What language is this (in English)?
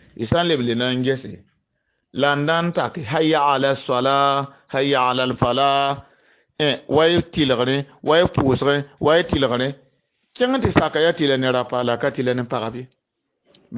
Mossi